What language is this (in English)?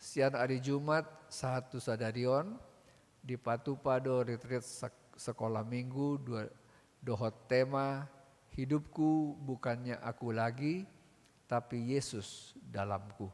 Batak Toba